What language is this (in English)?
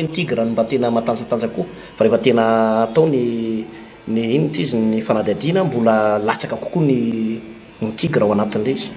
Malagasy